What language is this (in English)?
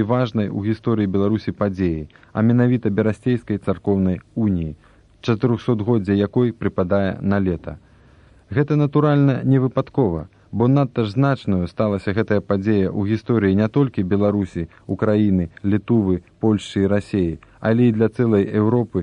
Belarusian